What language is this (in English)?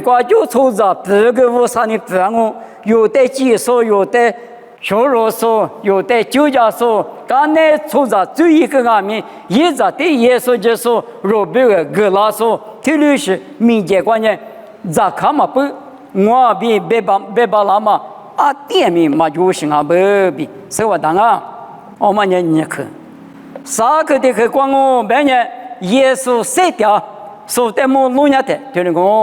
Lisu